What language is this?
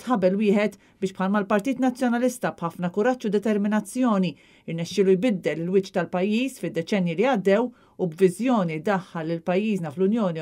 Maltese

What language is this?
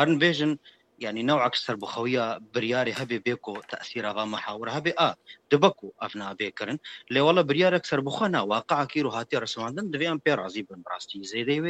Kurdish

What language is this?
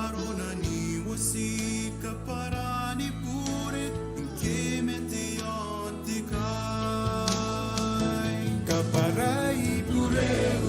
Gilbertese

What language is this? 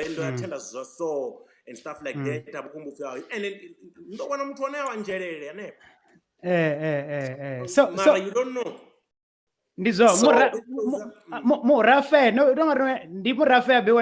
Venda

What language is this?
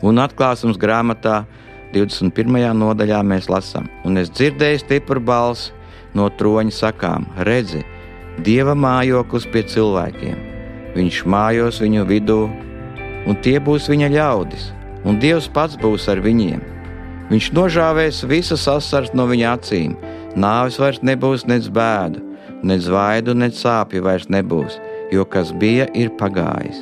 Latvian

